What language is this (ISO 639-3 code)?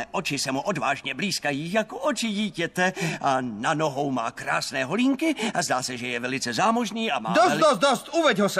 ces